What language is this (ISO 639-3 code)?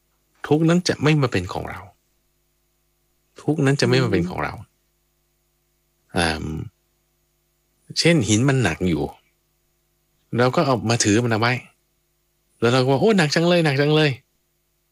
tha